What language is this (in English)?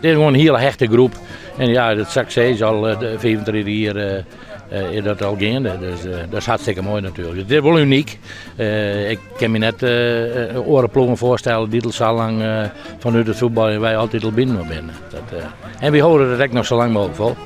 Western Frisian